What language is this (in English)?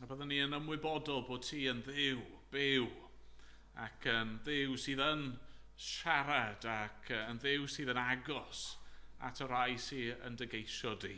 Welsh